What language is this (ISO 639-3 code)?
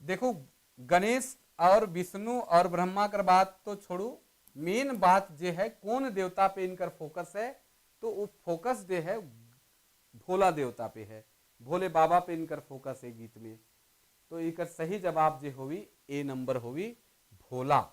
sck